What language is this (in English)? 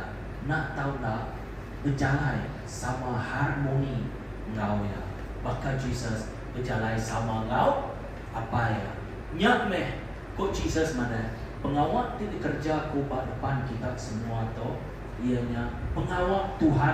Iban